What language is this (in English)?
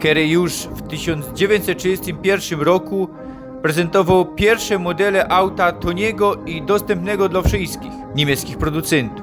Silesian